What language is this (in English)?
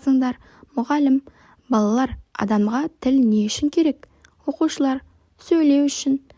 Kazakh